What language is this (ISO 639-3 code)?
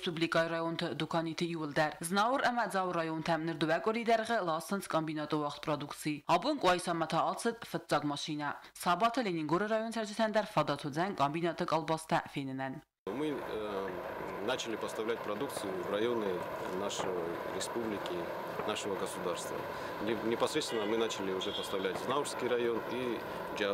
oss